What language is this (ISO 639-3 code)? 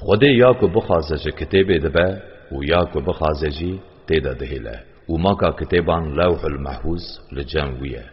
kur